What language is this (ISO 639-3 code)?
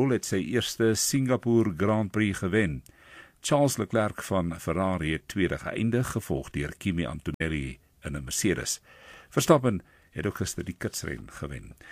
afr